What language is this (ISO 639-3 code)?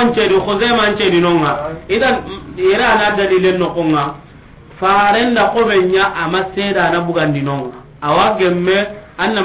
snk